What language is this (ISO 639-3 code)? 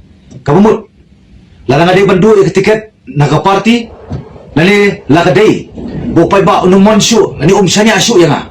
kha